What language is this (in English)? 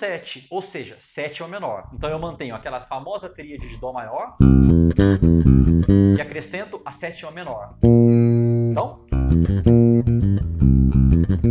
Portuguese